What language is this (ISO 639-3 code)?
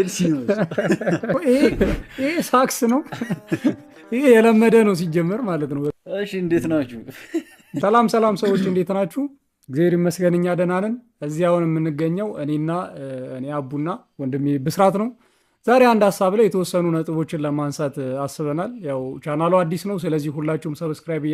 amh